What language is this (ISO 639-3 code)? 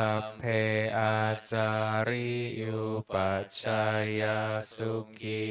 pli